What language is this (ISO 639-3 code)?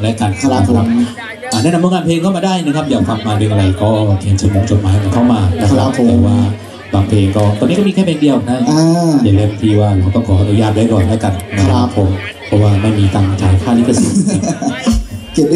tha